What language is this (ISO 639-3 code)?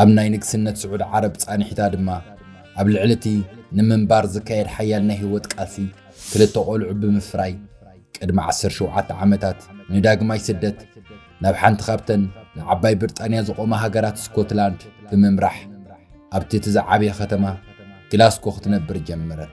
tir